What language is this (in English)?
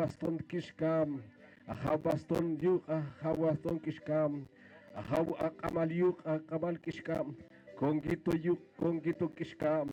Poqomchi'